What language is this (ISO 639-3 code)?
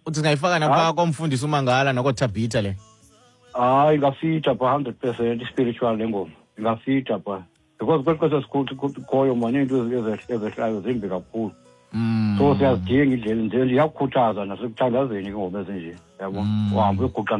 xho